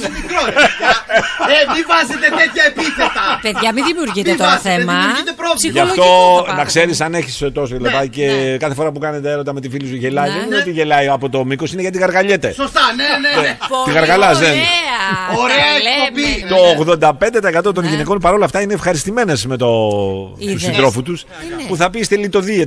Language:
Greek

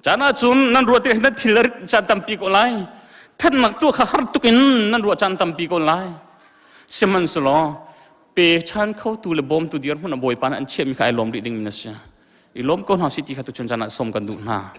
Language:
Hakha Chin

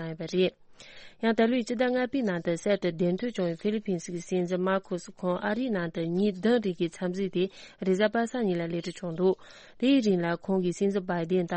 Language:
Tibetan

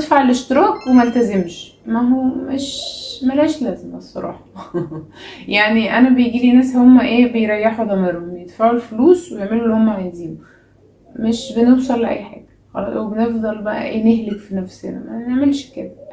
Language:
Egyptian Arabic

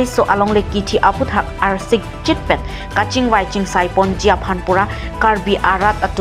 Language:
Karbi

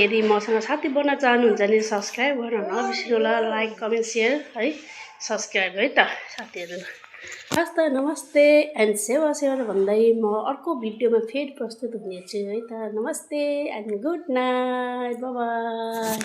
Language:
Nepali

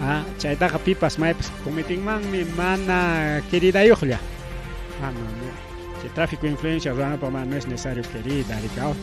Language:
Ayacucho Quechua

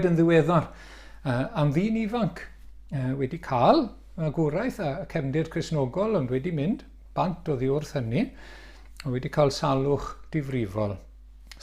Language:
Welsh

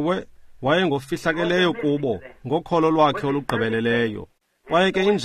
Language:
Xhosa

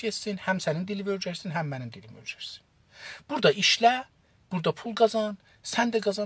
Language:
South Azerbaijani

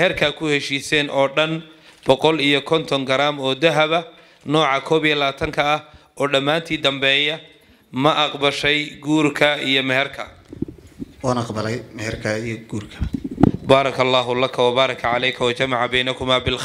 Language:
Somali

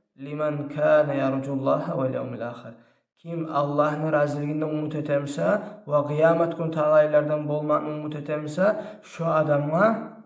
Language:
Kumyk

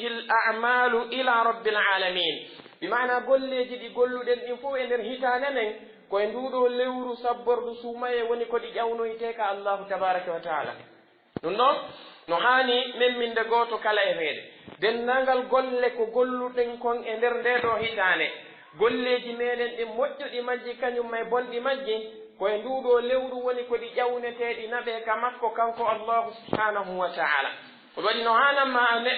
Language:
Pular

